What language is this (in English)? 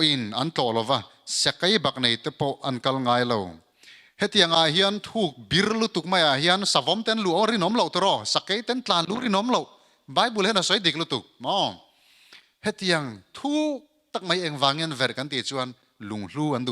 Mizo